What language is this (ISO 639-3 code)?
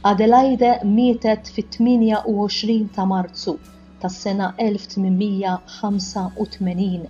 mlt